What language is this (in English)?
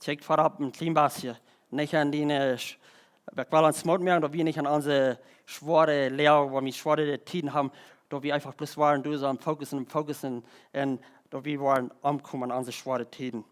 Plautdietsch